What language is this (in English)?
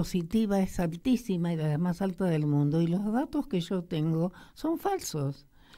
Spanish